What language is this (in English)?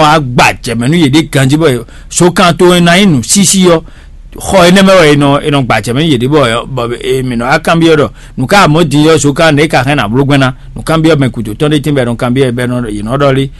Fon